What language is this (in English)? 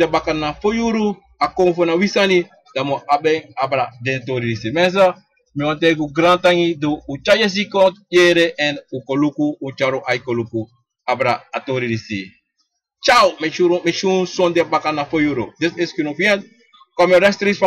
Sranan Tongo